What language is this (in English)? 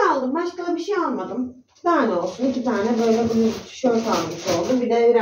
Turkish